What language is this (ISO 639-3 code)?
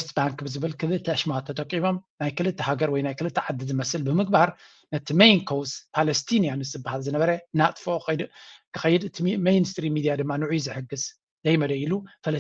tir